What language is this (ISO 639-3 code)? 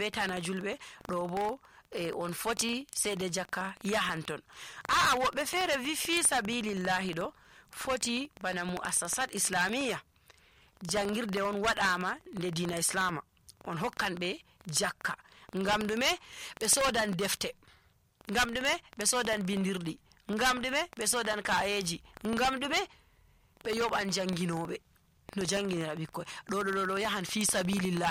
fuv